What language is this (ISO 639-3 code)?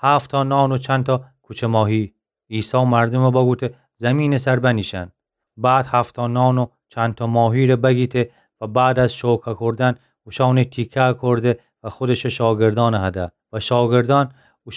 glk